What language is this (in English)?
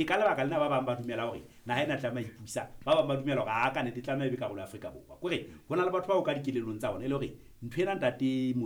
Southern Sotho